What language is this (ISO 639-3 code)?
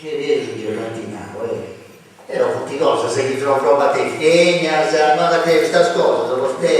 srd